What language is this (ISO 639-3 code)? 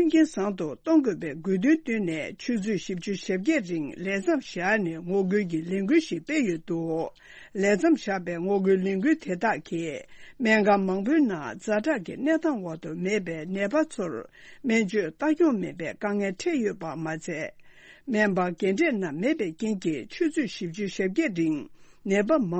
bod